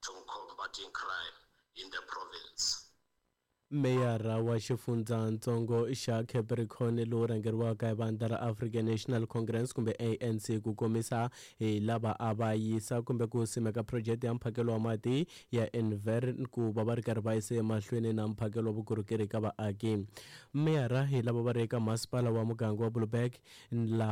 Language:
Tsonga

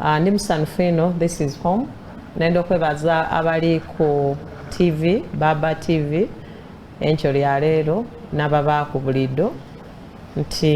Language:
Soga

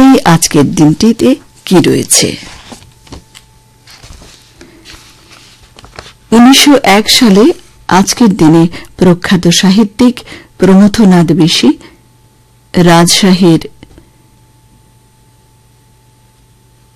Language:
Bangla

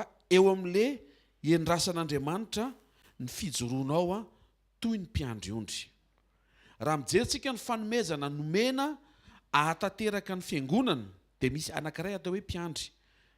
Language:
Malagasy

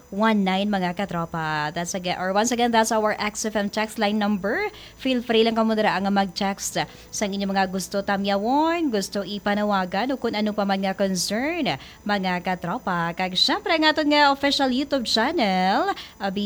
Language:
Hiligaynon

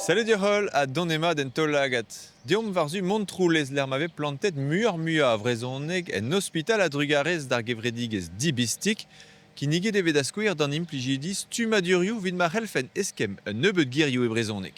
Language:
Breton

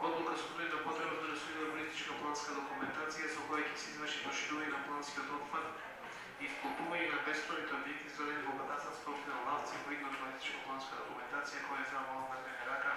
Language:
Macedonian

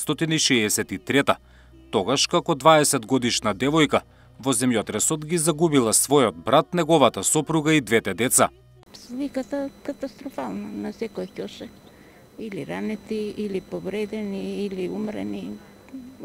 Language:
Macedonian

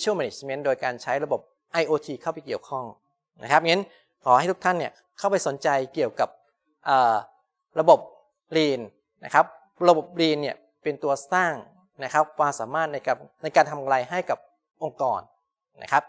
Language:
Thai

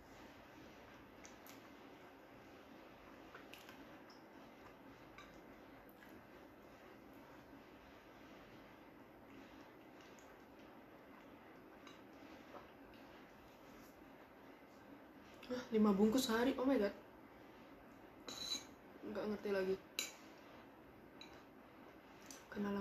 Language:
Indonesian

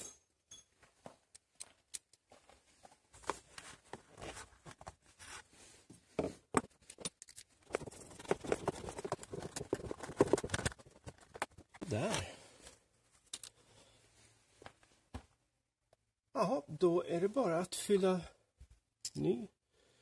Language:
Swedish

